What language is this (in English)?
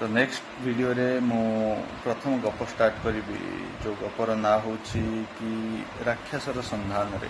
Odia